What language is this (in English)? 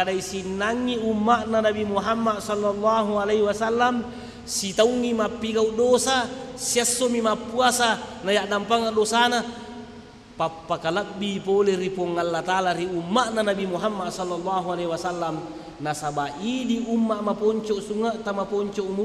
Buginese